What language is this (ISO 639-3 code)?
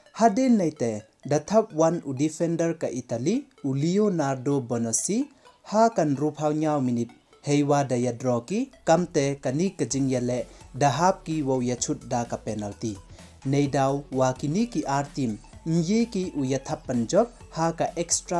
pbv